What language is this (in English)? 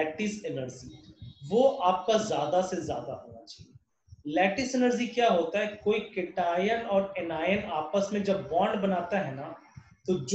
Hindi